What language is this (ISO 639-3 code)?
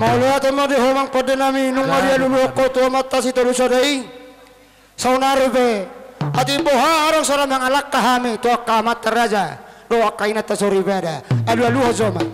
bbc